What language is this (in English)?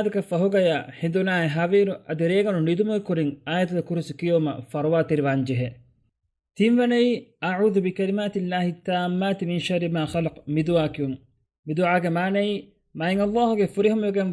Divehi